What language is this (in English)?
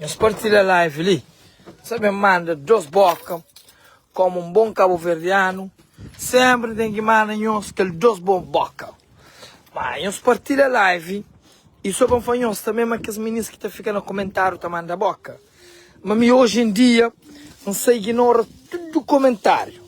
Kabuverdianu